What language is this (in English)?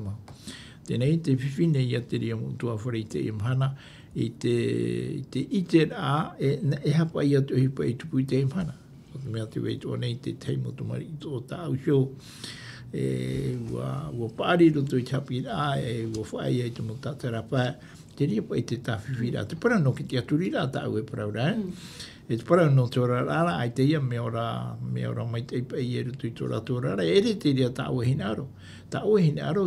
Tahitian